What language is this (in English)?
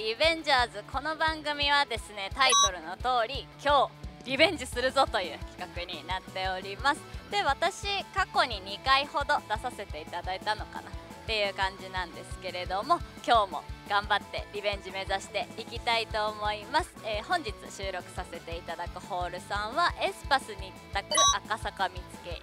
Japanese